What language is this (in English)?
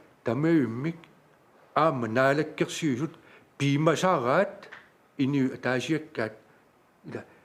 Kalaallisut